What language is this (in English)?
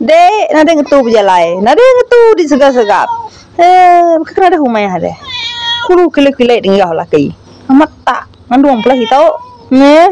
Iban